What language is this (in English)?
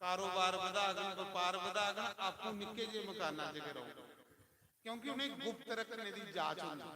Dogri